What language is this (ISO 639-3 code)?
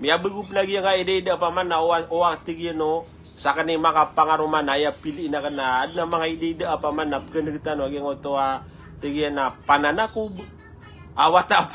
mrw